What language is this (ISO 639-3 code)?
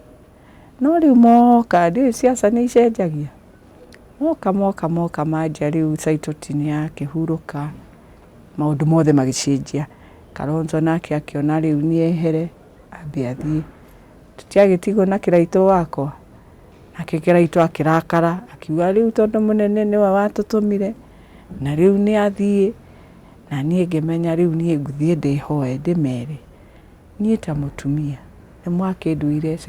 kik